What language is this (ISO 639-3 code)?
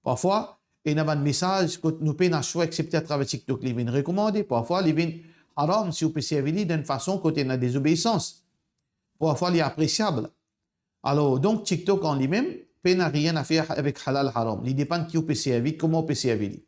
mfe